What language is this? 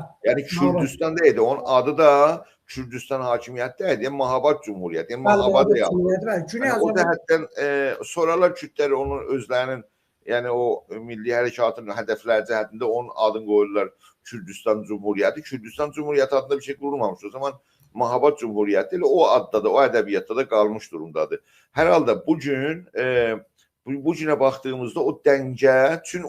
South Azerbaijani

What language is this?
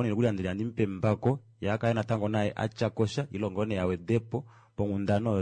Kuanyama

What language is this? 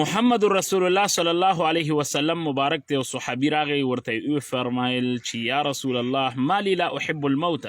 Pashto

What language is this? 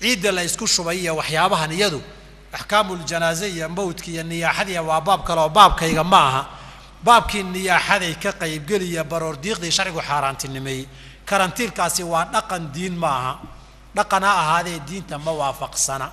Somali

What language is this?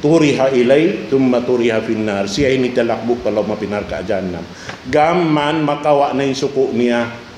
Tausug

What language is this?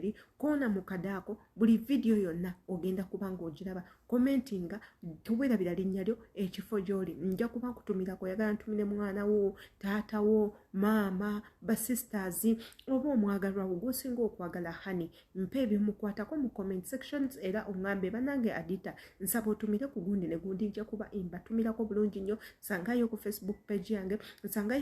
Ganda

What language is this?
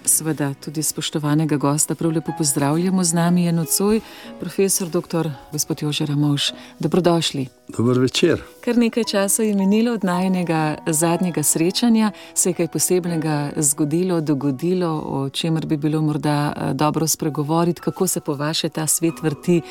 Slovenian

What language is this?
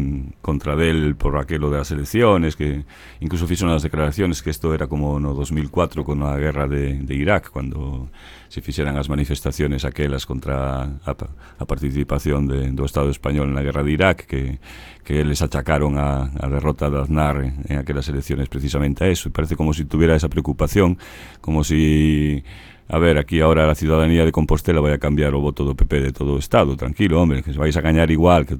Galician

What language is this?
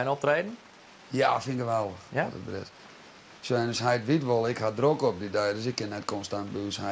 Western Frisian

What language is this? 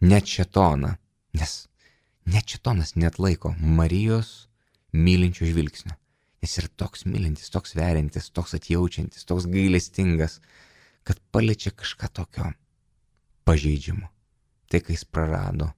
Lithuanian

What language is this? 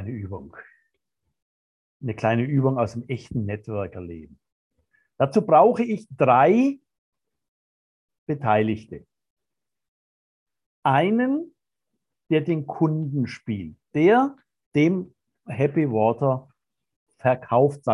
German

